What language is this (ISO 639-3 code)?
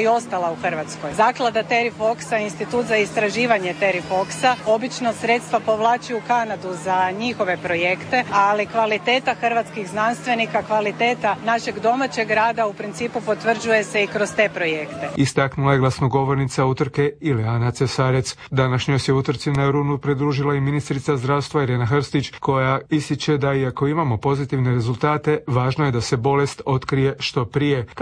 hrv